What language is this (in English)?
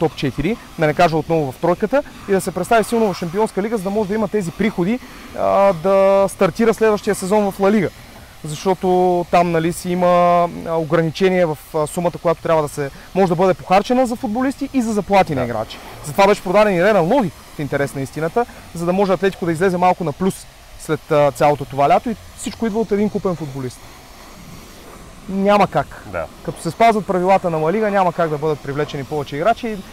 Bulgarian